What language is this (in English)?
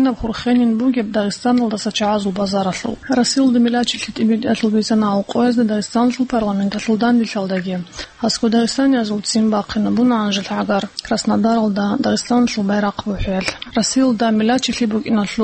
Avaric